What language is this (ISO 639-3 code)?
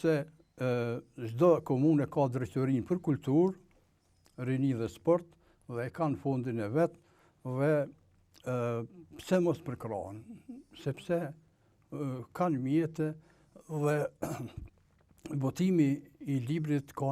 sqi